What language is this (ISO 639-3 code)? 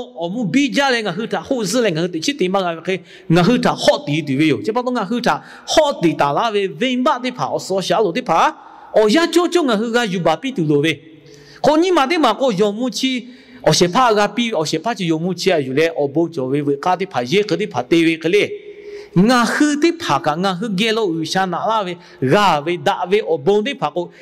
lhu